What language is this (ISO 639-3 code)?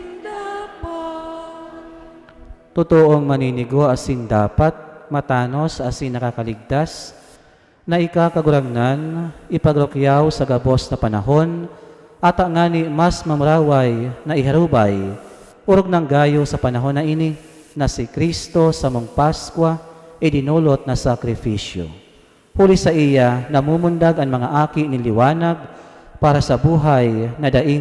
bik